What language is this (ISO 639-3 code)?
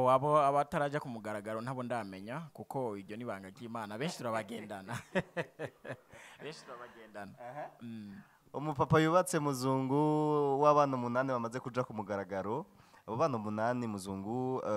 run